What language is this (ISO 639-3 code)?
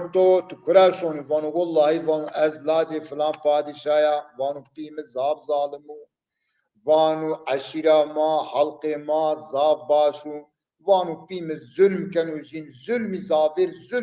zza